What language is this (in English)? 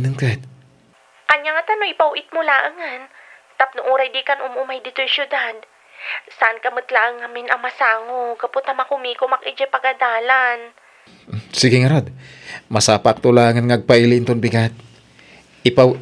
Iloko